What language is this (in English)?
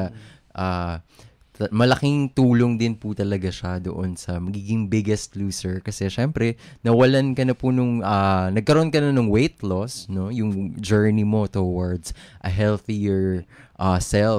Filipino